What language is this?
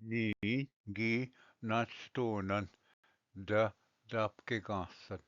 Ojibwa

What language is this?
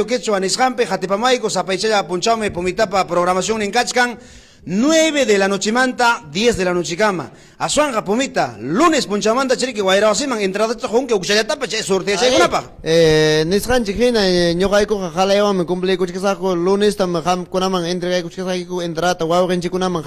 Ayacucho Quechua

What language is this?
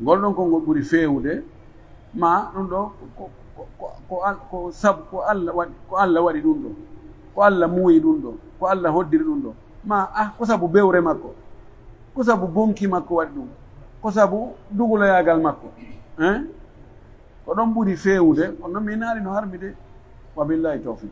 Pular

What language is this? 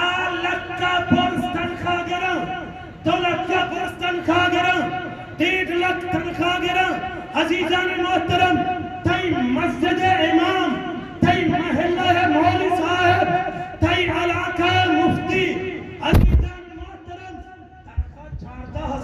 Eastern Balochi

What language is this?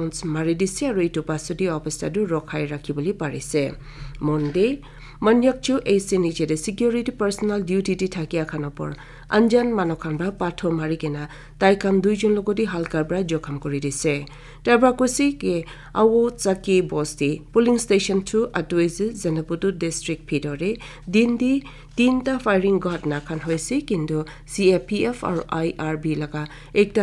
Naga Pidgin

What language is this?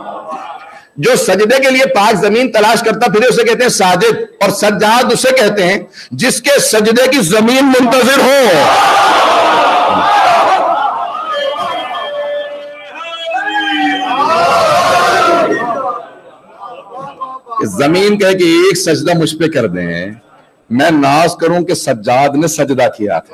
Urdu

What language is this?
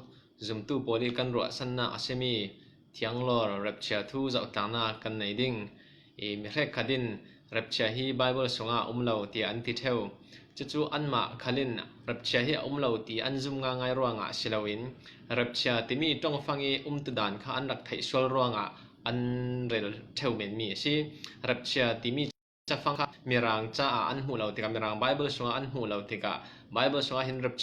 Falam Chin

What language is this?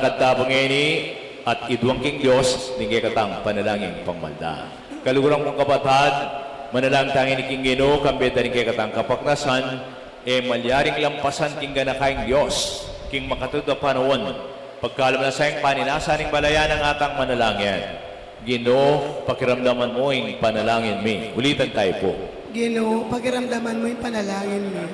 Pampanga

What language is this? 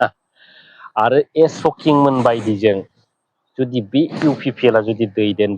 Bodo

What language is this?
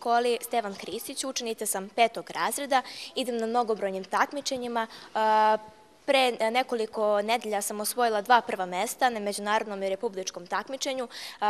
Serbian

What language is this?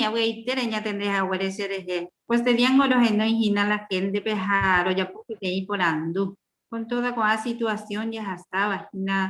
Guarani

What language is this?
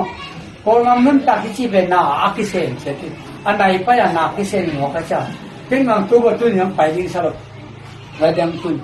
Tedim Chin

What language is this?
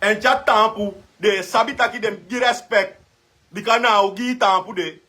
Sranan Tongo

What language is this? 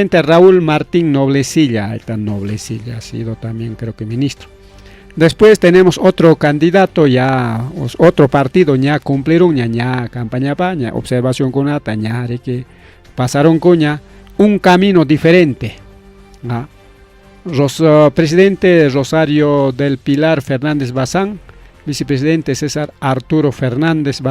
Ayacucho Quechua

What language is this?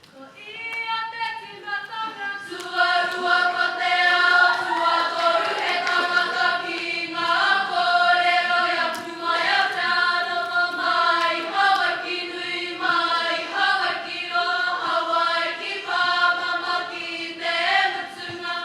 Māori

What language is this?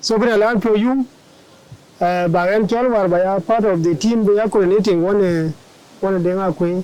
Dinka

